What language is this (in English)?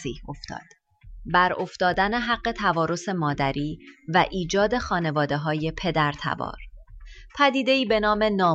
Persian